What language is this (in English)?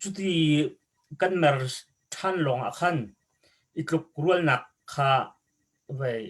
Hakha Chin